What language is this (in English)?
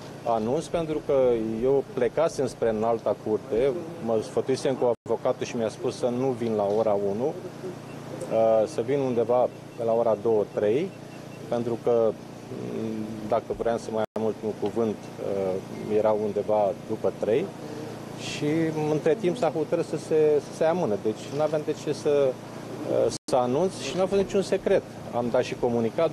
Romanian